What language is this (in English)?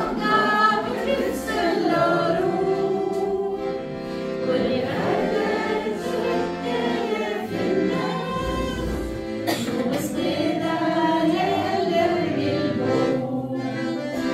Norwegian